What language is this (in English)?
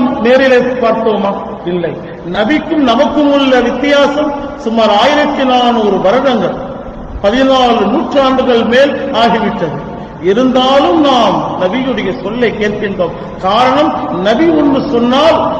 Tamil